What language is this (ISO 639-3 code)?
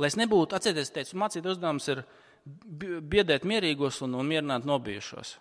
lav